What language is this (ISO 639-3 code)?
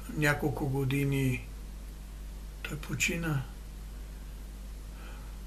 bul